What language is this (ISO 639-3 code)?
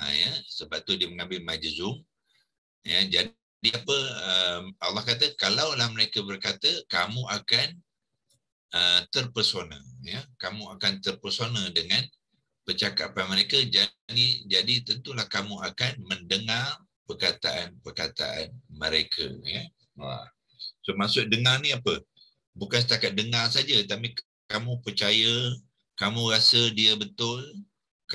msa